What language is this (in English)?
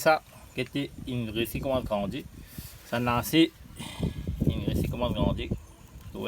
Morisyen